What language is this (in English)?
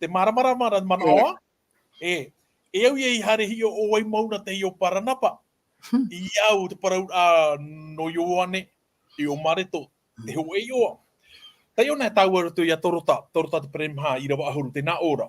Tahitian